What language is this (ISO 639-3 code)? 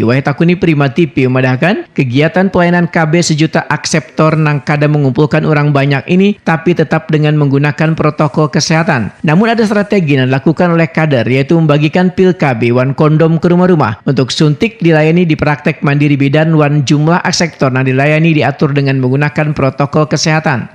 bjn